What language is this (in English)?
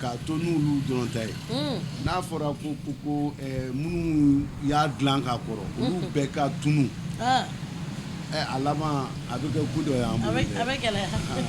Bambara